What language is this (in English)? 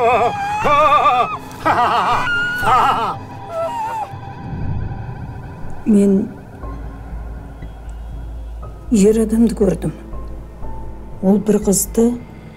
Kazakh